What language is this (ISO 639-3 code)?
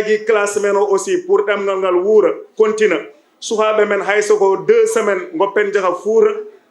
ful